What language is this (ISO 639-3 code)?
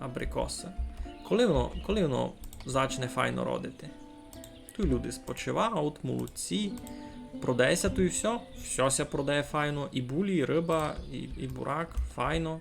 rue